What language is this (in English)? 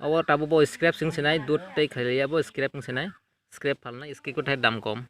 Kok Borok